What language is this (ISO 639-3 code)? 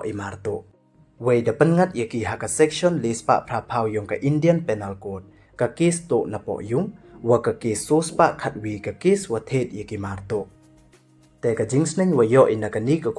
pbv